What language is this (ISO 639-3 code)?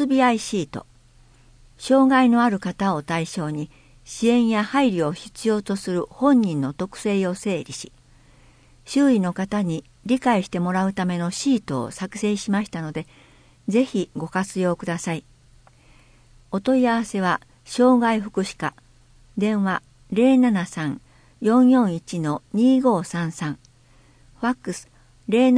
jpn